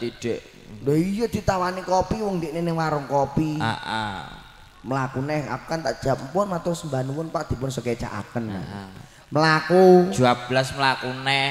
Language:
Javanese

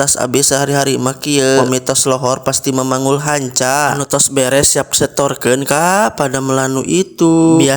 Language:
Sundanese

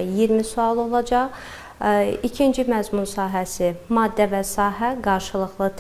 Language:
Azerbaijani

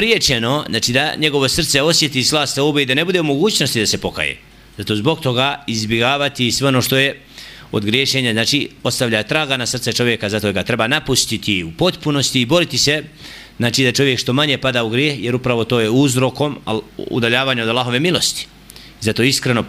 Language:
Bosnian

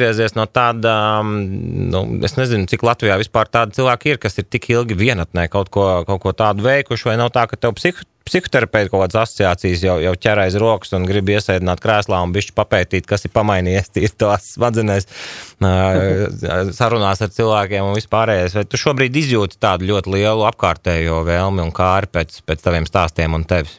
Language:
Latvian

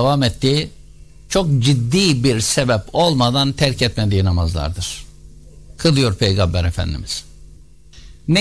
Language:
Turkish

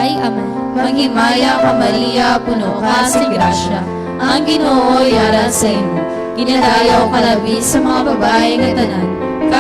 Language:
Hiligaynon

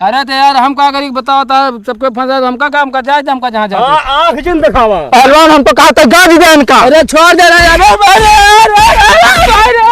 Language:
Awadhi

